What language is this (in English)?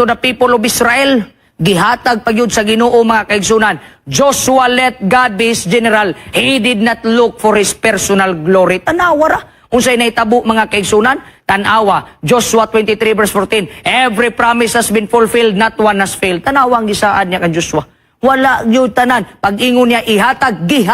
Cebuano